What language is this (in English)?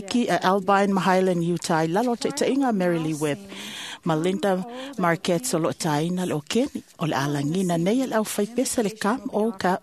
Samoan